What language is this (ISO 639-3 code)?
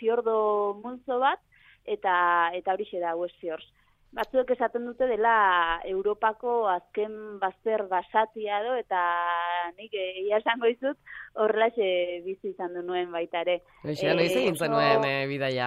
eus